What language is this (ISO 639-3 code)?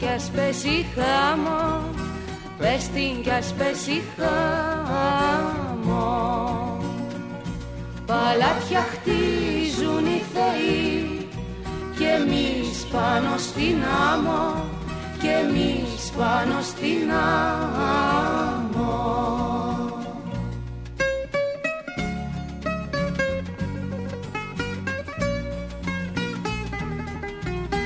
ell